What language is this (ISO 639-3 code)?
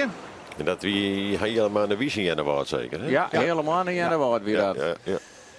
fry